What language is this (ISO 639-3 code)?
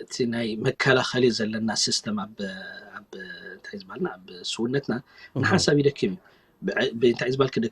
tir